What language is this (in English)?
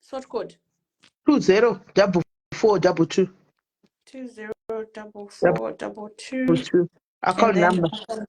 Shona